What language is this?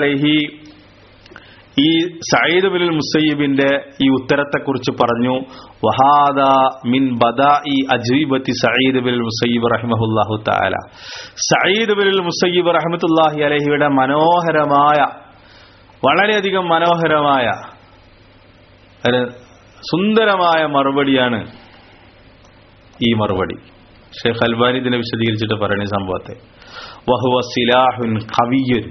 Malayalam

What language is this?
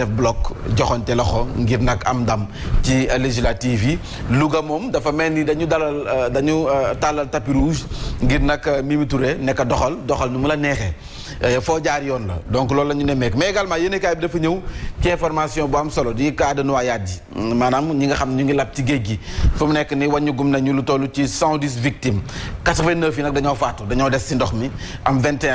Wolof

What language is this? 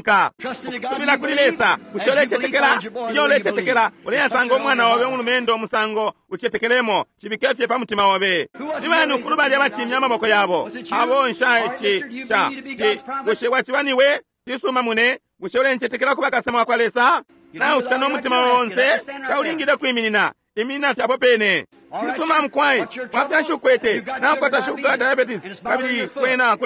Bemba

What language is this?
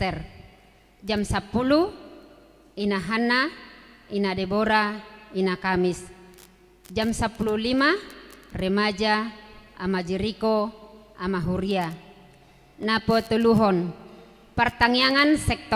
Batak Toba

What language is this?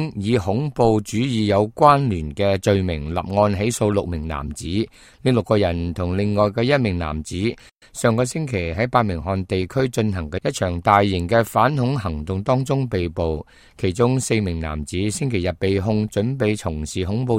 Cantonese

